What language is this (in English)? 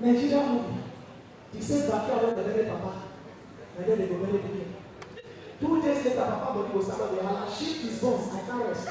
Nigerian Pidgin